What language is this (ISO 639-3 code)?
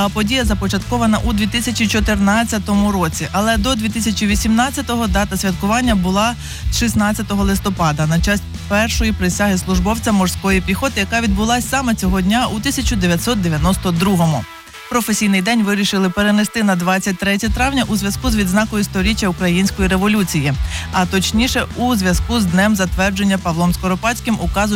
ukr